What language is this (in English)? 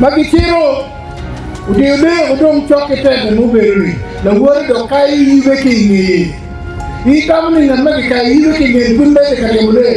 Acoli